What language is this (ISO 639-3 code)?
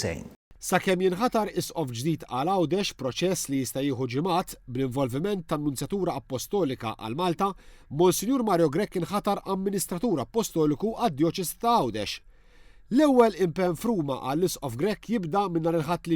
mlt